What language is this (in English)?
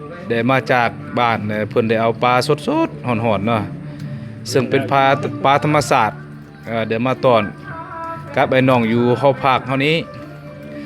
Lao